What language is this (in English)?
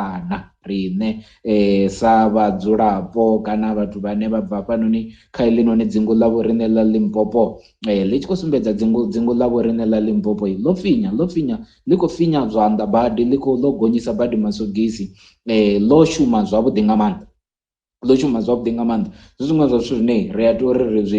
Venda